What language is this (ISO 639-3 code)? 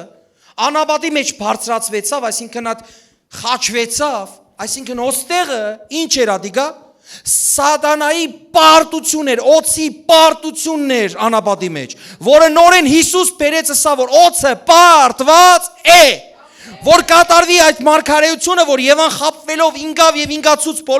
hyw